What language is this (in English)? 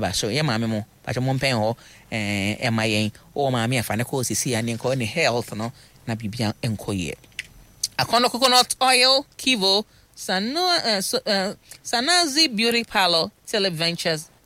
Akan